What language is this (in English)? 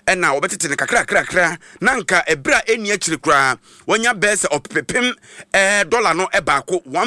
Akan